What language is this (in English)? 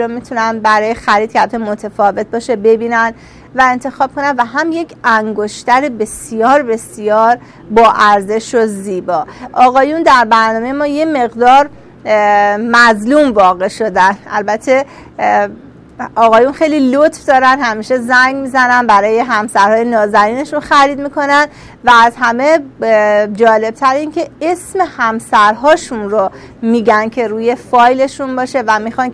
Persian